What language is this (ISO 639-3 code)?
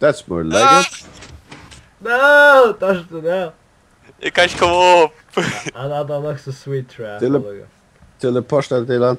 fao